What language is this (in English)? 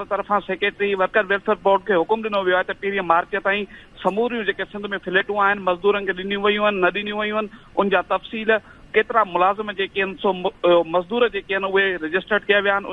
Sindhi